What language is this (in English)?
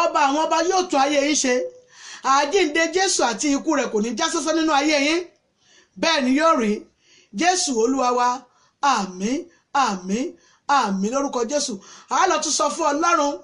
Yoruba